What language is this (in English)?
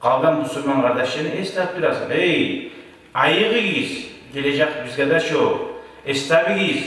Kumyk